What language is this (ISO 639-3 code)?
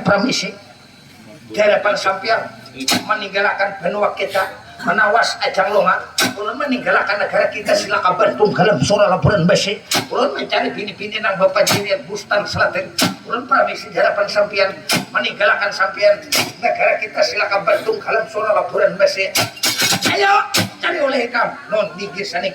bjn